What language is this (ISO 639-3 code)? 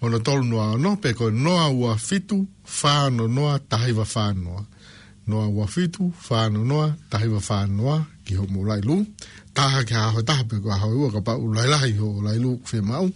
ton